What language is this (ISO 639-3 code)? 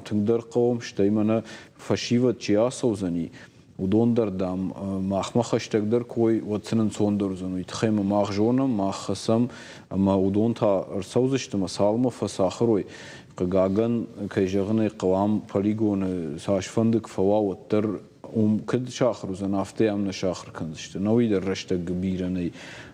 oss